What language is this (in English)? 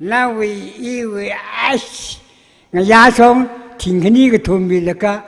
Tangkhul Naga (India)